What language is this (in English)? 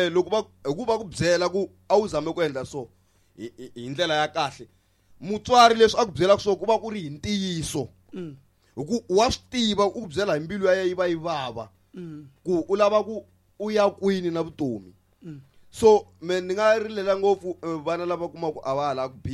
Tsonga